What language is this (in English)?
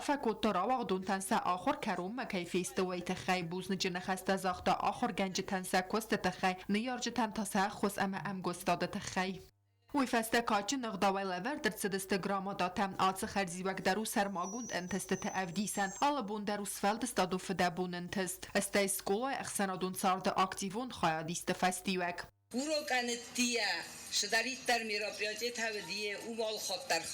Ossetic